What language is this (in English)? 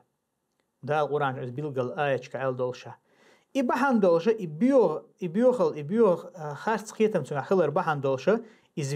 Chechen